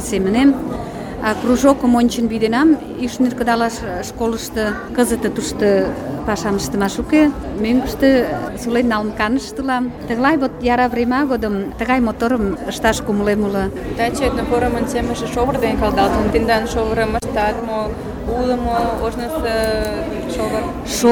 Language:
Mari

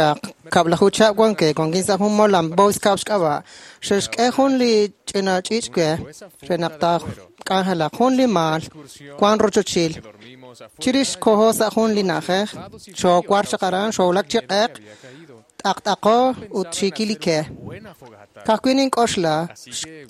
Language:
Kekchí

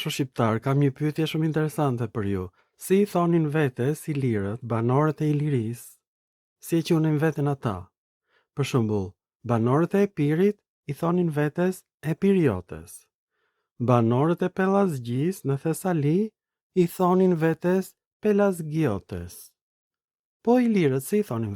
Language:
Albanian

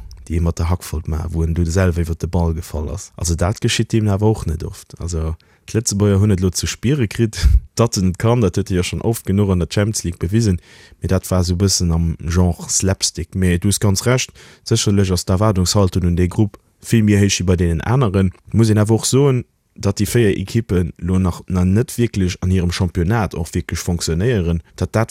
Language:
Luxembourgish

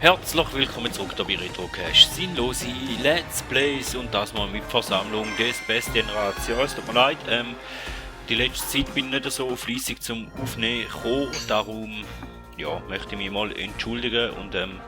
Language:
Swiss German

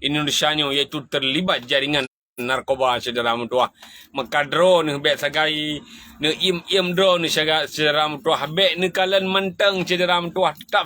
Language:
Achinese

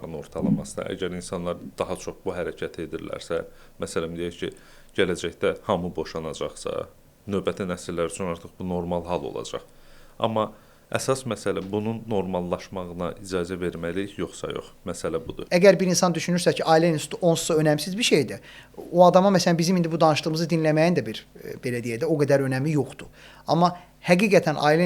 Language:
Azerbaijani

